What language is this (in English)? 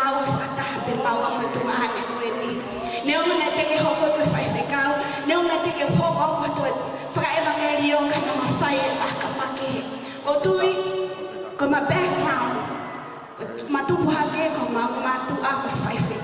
Tongan